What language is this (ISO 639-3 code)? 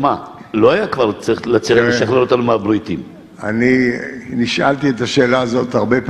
heb